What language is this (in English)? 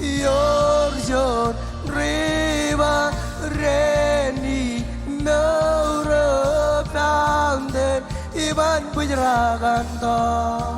Marshallese